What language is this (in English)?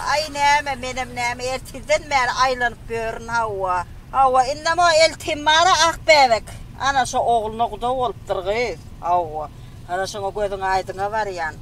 Turkmen